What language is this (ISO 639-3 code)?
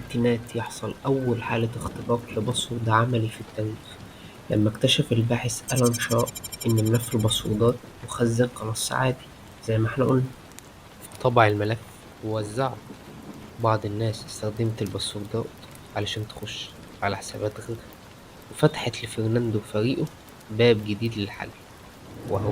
arz